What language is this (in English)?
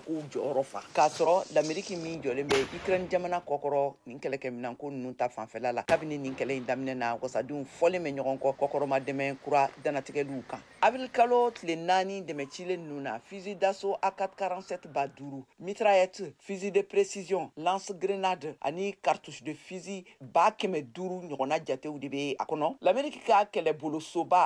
Bambara